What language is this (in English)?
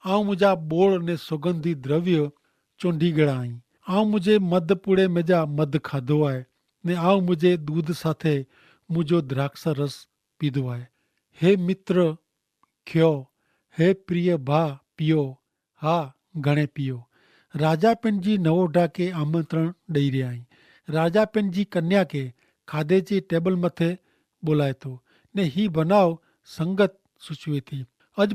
Kachhi